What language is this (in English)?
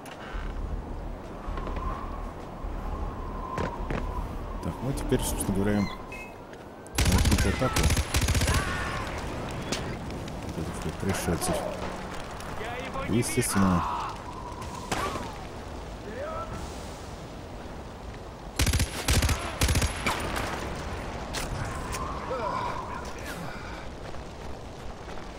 Russian